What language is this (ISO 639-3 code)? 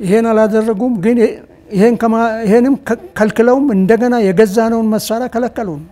amh